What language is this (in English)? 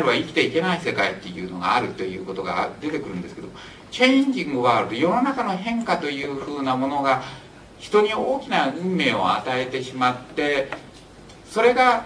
Japanese